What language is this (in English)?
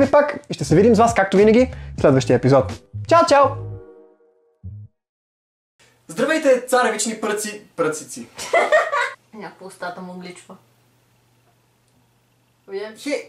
Bulgarian